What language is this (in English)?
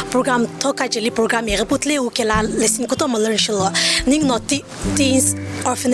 Sumi Naga